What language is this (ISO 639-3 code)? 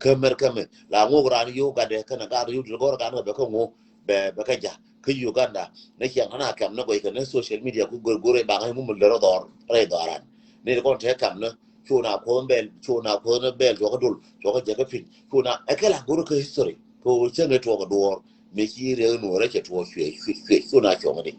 nus